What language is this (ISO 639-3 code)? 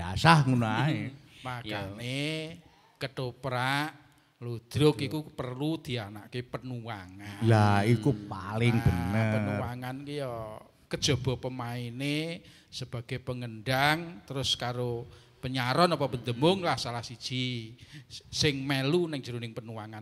jav